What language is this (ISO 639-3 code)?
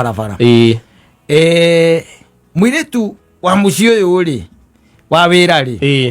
kik